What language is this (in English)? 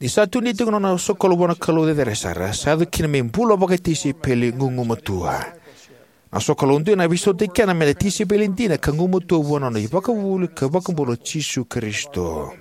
Fijian